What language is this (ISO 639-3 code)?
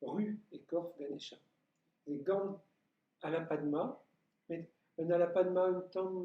bre